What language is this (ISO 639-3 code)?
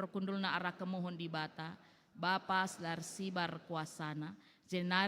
btx